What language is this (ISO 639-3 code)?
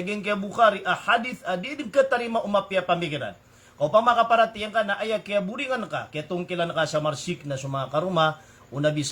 mrw